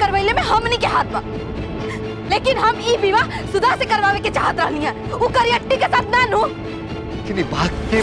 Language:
Bhojpuri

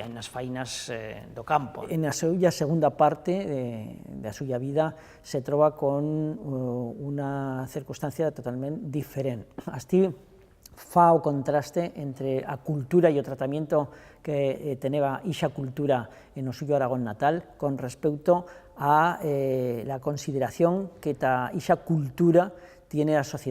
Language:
Aragonese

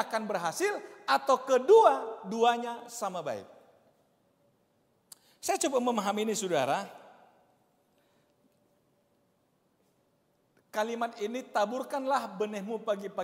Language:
Indonesian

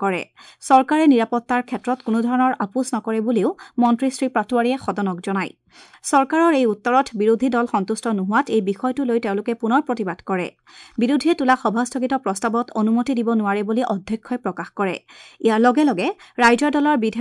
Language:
Assamese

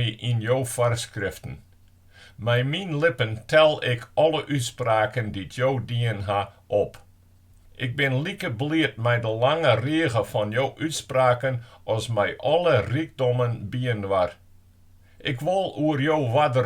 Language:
Western Frisian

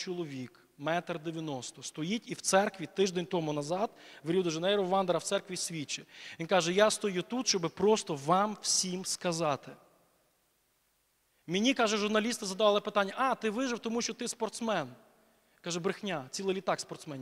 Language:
Ukrainian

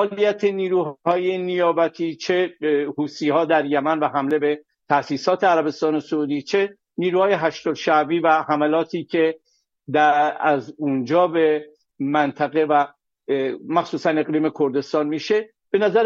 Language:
Persian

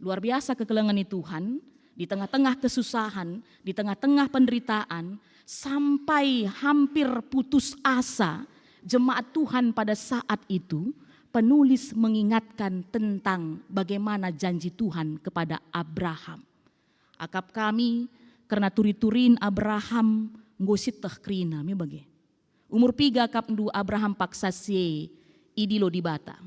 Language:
Batak Karo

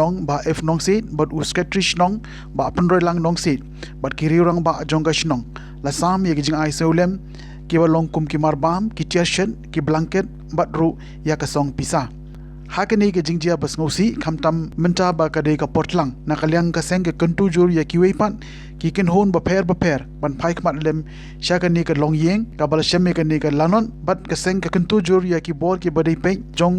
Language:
Khasi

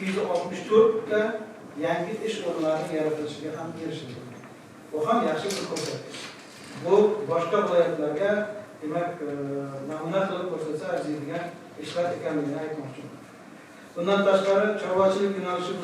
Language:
Uzbek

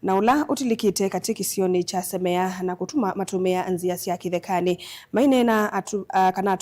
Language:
Kamba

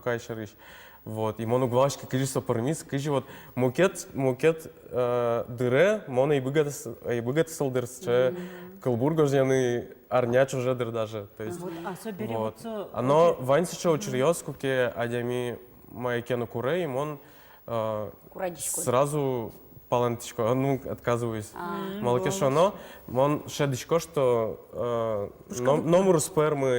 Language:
Udmurt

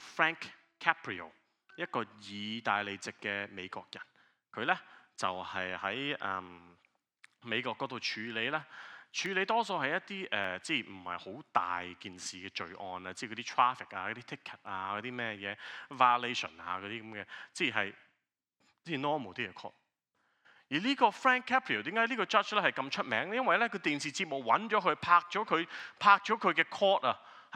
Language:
Cantonese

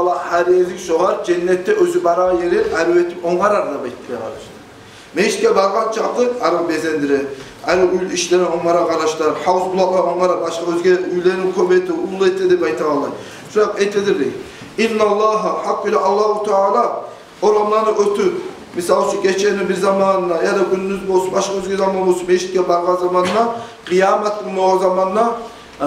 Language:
Kumyk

